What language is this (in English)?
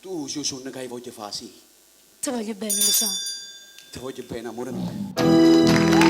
Neapolitan